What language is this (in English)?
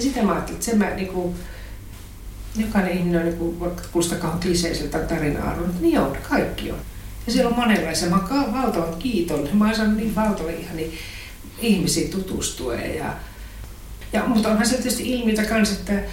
Finnish